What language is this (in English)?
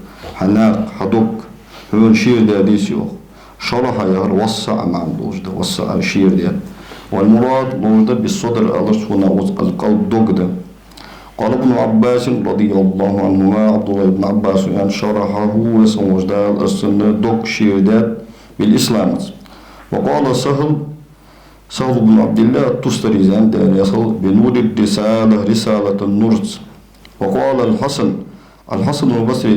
Ingush